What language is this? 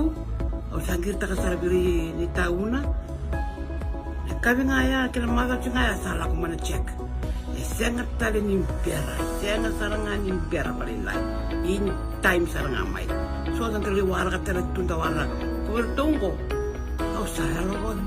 Fijian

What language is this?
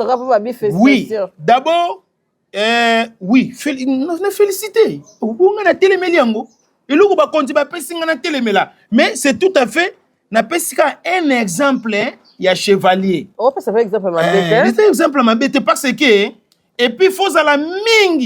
Lingala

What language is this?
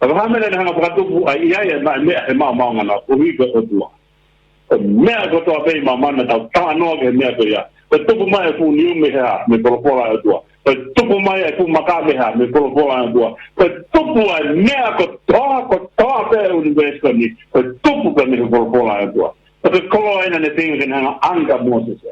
Tongan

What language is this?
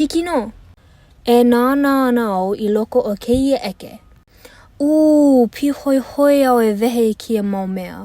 Hawaiian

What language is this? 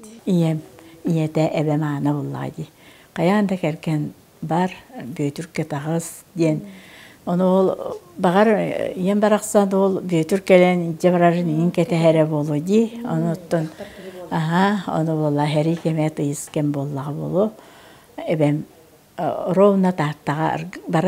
Yakut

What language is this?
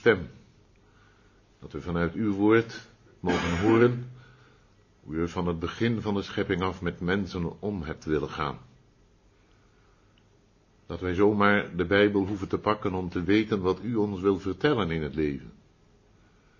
Dutch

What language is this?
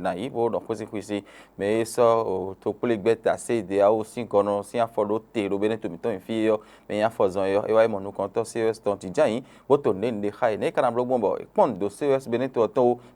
Fon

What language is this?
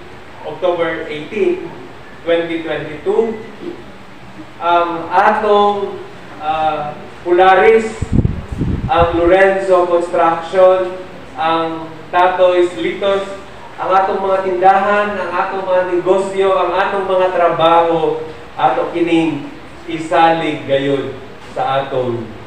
Cebuano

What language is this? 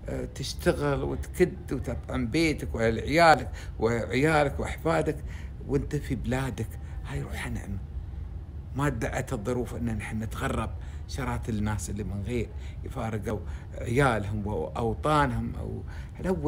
Gulf Arabic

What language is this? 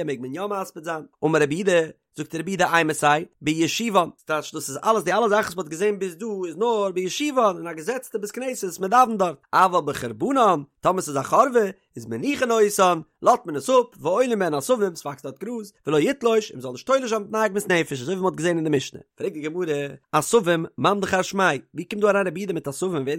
Yiddish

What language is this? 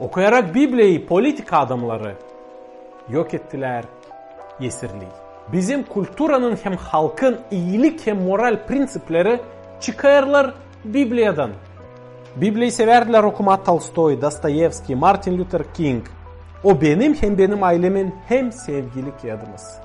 Gagauz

